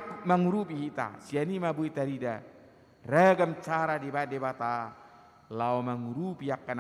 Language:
Batak Toba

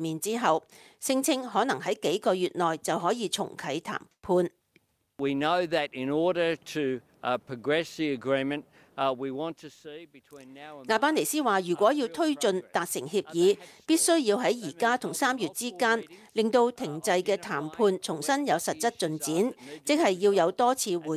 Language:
Cantonese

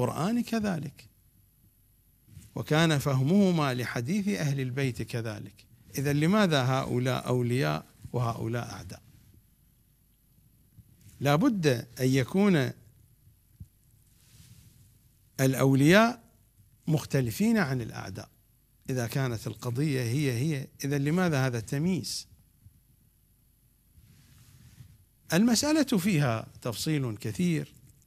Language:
Arabic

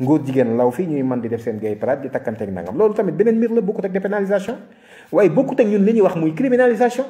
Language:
Wolof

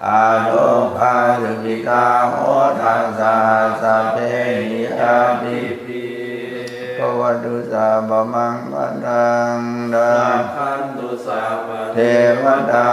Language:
Pali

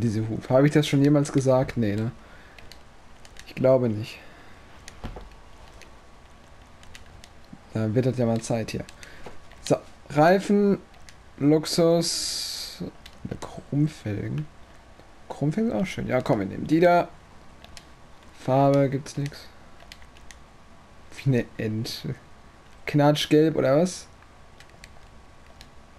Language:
German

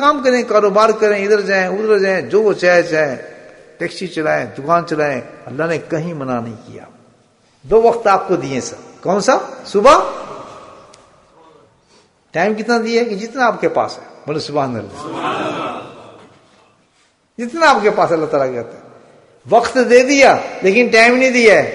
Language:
Urdu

